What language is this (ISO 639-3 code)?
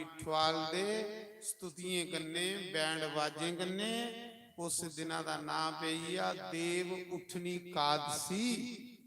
doi